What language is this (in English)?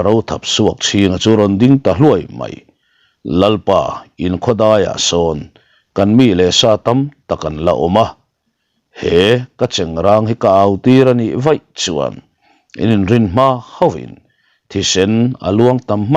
Mizo